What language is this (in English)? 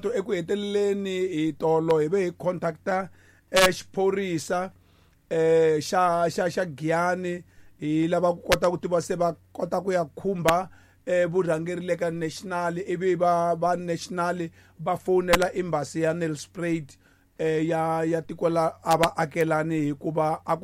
Tsonga